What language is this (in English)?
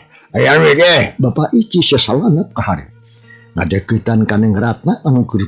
Sundanese